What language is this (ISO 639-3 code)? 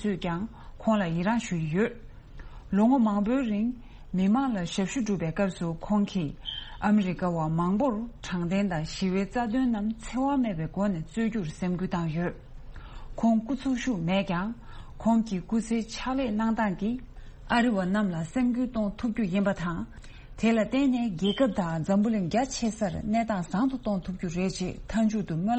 bod